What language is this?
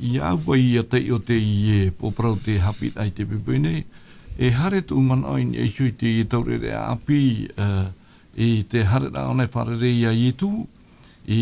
Tahitian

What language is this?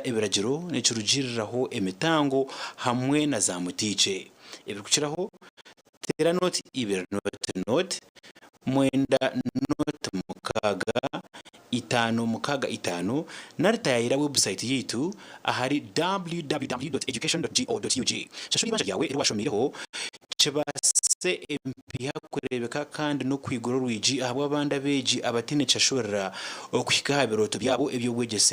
Nyankole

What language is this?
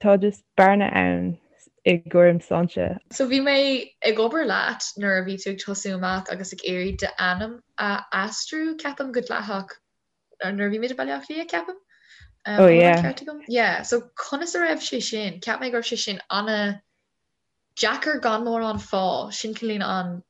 Irish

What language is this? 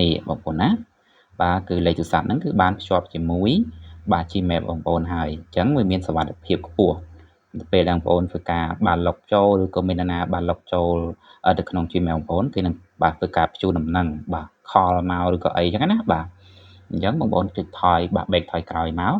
Khmer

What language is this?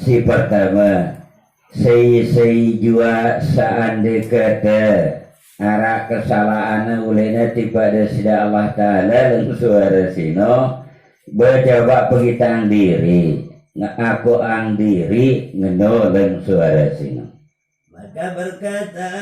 Sasak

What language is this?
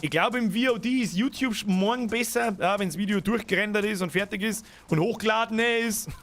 Bavarian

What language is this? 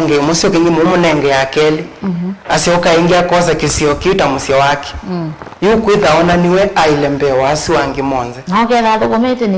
Kamba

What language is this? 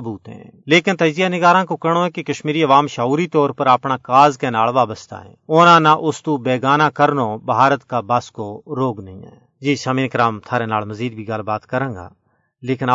Gujari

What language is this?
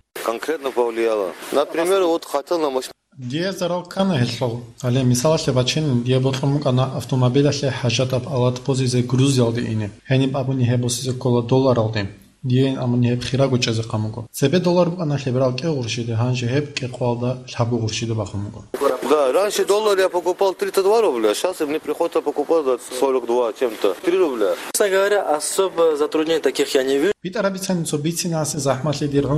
Avaric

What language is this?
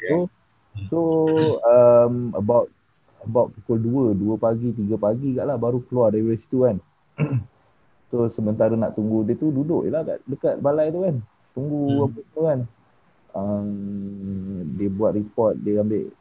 Malay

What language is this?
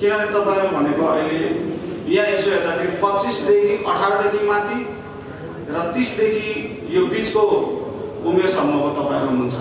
Nepali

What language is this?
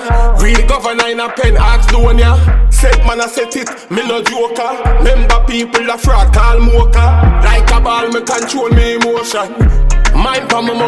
Jamaican Creole English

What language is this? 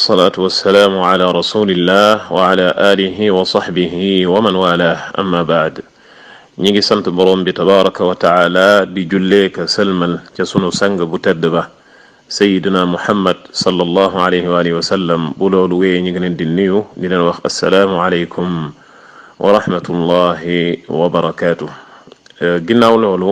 Wolof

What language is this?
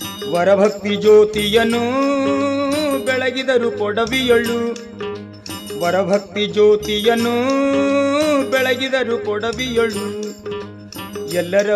Kannada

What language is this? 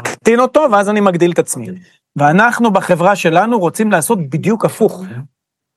Hebrew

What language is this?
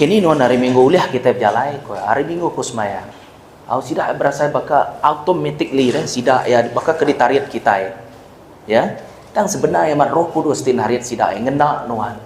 Iban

